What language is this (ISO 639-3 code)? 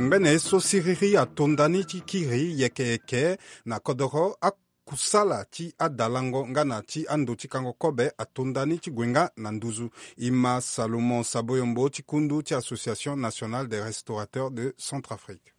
sag